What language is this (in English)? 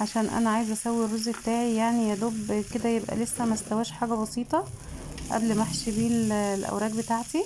Egyptian Arabic